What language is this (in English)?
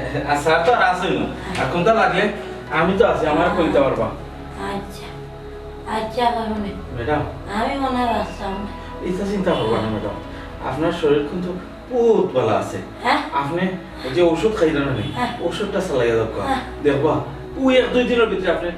Sylheti